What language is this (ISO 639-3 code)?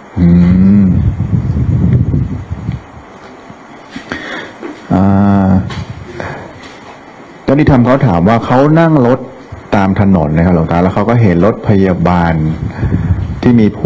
tha